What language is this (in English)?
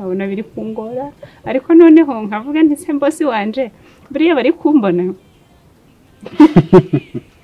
Kinyarwanda